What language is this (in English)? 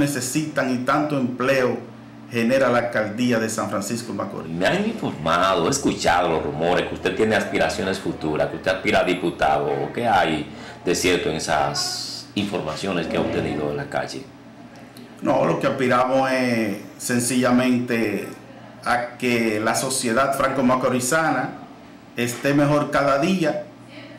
Spanish